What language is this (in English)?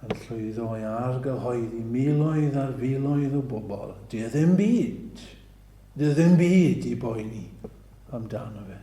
Welsh